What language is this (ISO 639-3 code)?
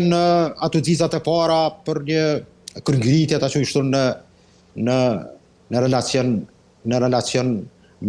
sqi